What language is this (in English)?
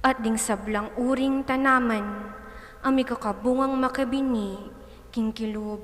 Pampanga